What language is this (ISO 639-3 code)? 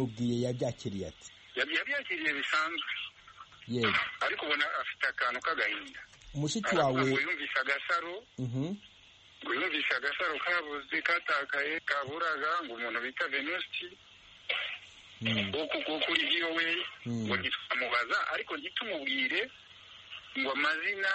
kin